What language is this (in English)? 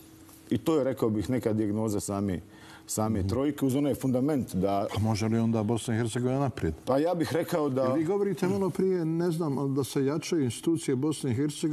Bosnian